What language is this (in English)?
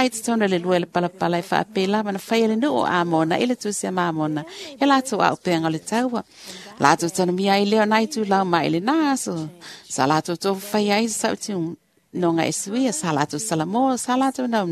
Samoan